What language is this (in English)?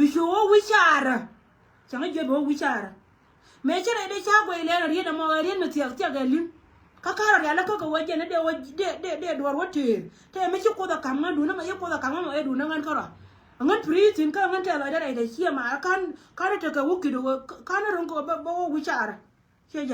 Nuer